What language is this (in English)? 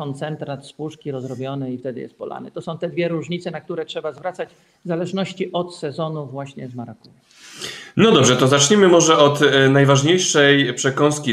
Polish